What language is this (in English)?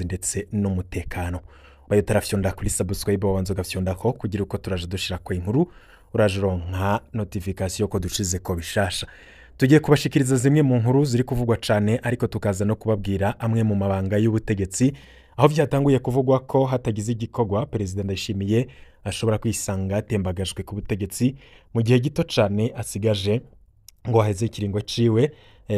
Rundi